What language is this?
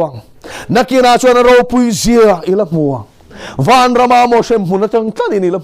Mizo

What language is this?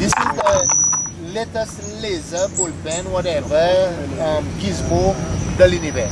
Seselwa Creole French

